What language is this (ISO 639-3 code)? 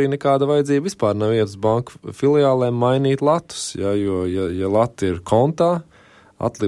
lav